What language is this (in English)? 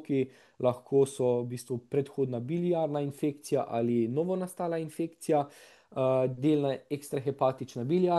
Slovenian